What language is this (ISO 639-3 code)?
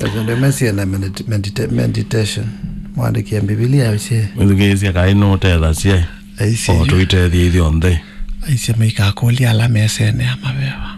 kam